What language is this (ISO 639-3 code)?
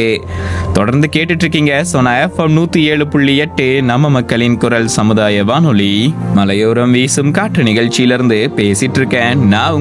tam